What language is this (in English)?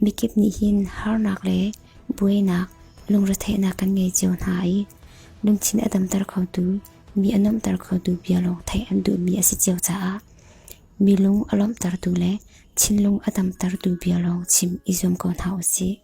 Hakha Chin